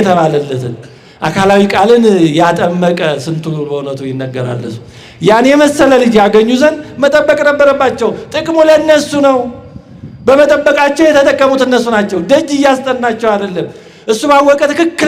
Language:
Amharic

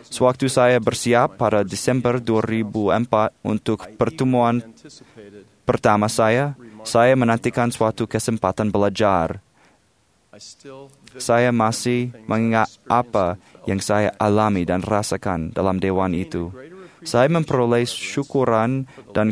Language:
Indonesian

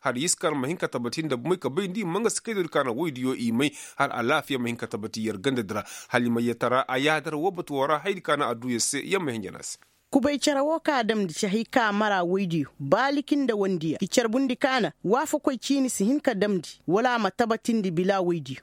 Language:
Koyraboro Senni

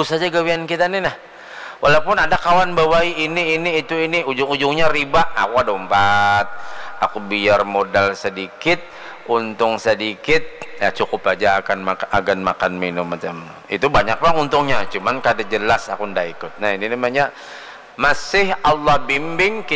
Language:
Banjar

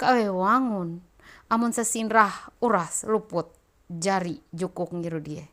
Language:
Ma'anyan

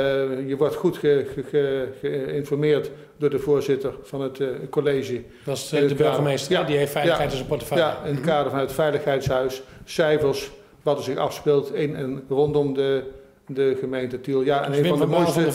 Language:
Dutch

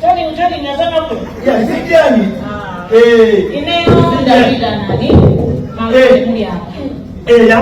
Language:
Nyanja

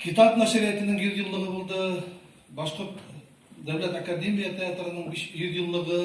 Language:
Bashkir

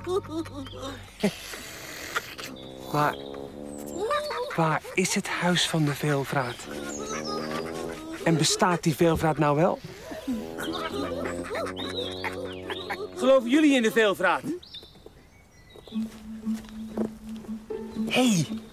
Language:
Dutch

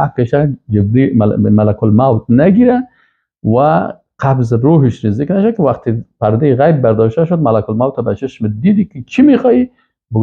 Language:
Persian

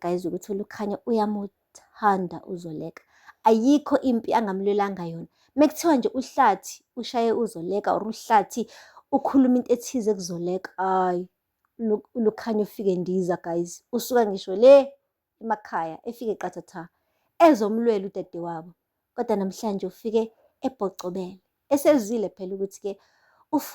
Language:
Zulu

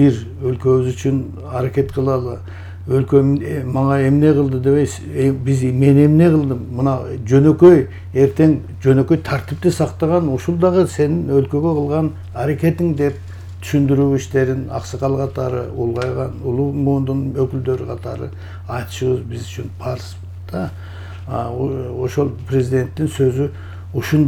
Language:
Kyrgyz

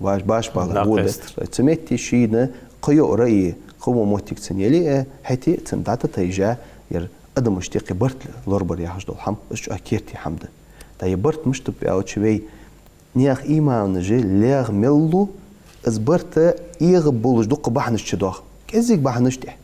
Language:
Ingush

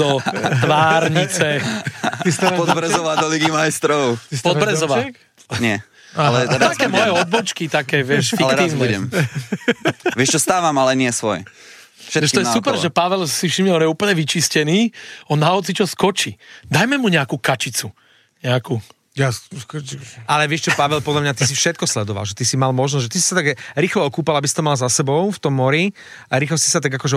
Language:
Slovak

